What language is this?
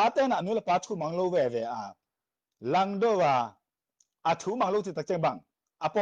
Tedim Chin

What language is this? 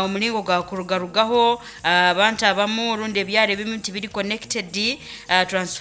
Nyoro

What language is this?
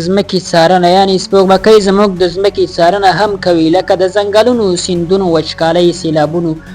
Pashto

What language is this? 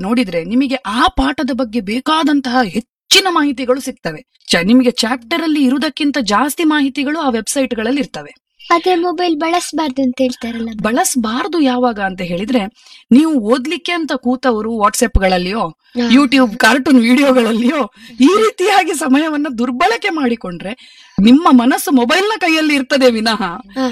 Kannada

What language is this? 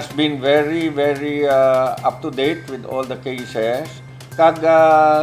Hiligaynon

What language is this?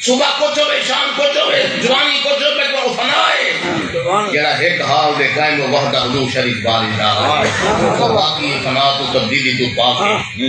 Saraiki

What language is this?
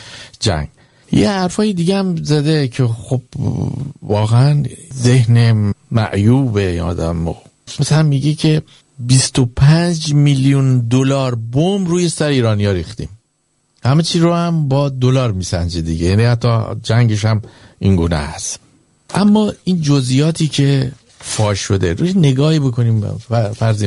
Persian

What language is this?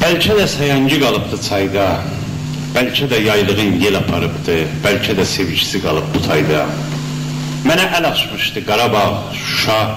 South Azerbaijani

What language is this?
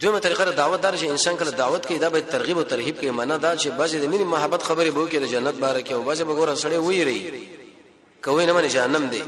Pashto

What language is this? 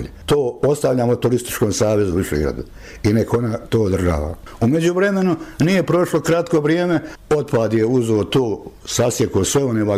Bosnian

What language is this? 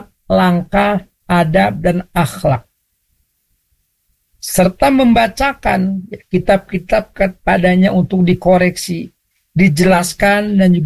Indonesian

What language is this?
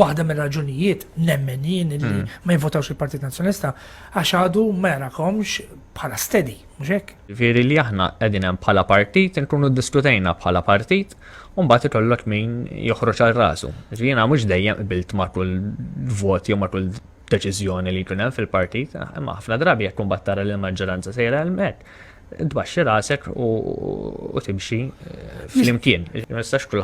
Maltese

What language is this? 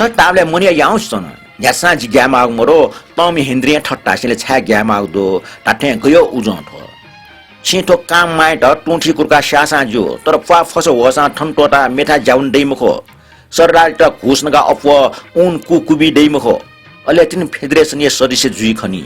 Newari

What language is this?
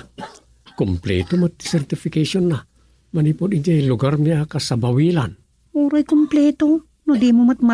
Iloko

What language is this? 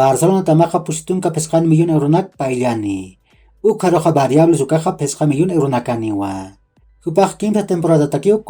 Aymara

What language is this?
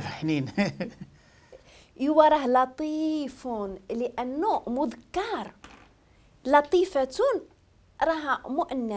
Moroccan Arabic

